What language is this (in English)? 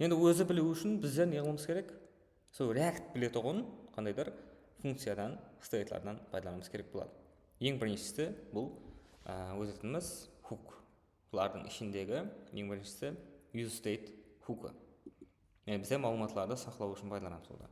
Kara-Kalpak